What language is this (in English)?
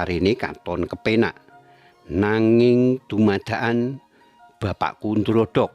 Javanese